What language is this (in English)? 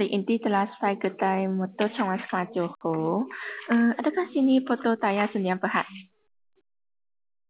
Malay